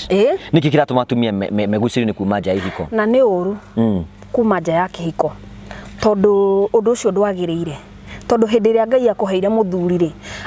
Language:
Kikuyu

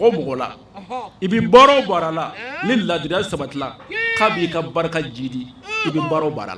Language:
Bambara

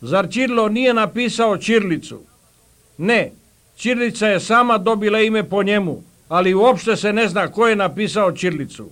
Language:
Bosnian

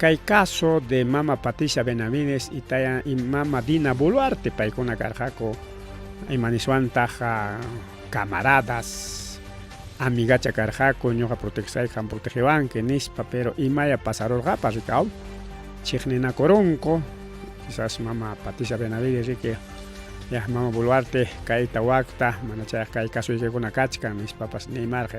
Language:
Ayacucho Quechua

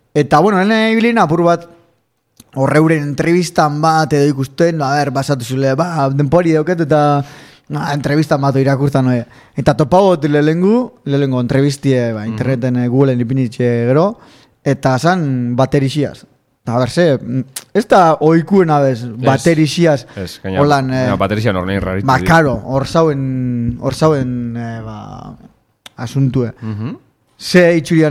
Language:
Basque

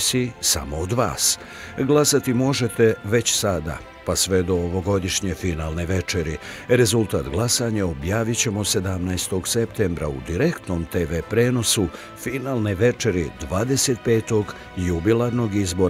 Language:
Bosnian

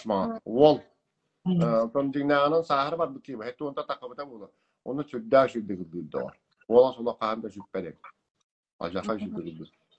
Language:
Yakut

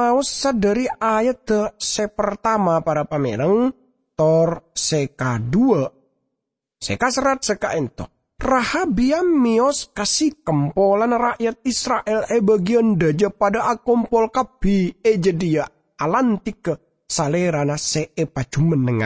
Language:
Madurese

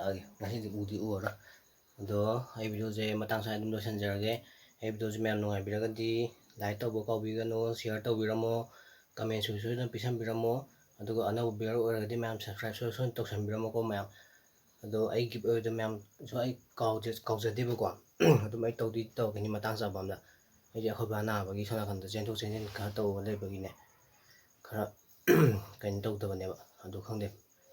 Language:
Manipuri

